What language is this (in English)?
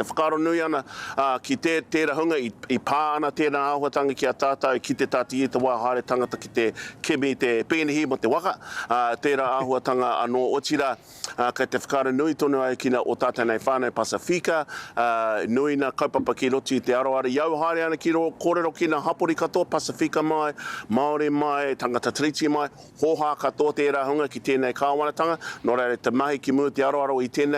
Māori